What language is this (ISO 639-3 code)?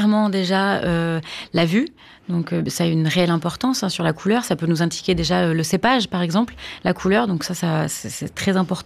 fra